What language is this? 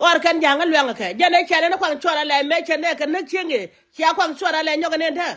Nuer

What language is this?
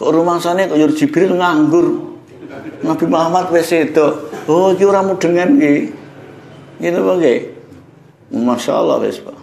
Javanese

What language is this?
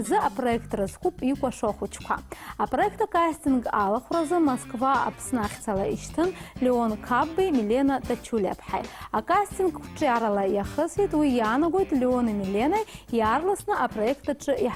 Abkhazian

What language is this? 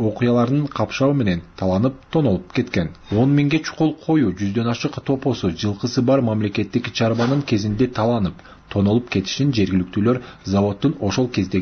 Kyrgyz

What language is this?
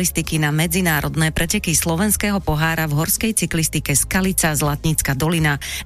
Slovak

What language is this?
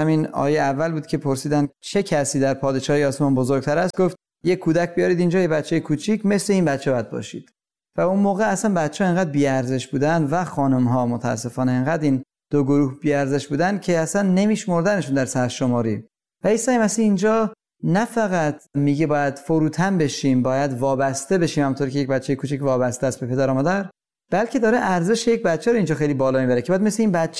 Persian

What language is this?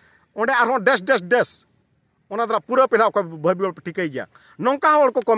Santali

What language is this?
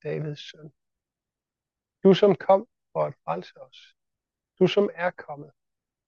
Danish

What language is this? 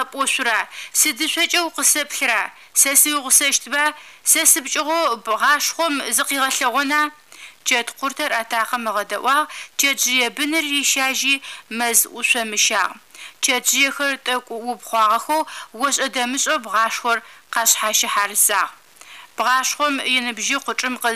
Adyghe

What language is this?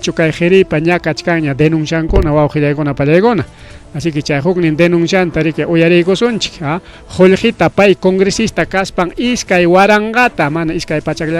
Ayacucho Quechua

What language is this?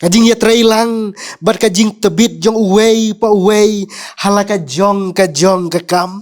Khasi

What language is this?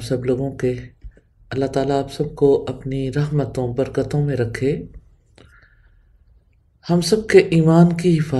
Urdu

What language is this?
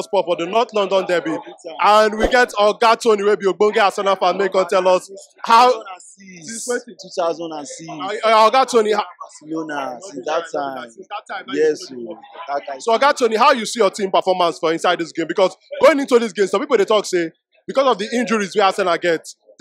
Nigerian Pidgin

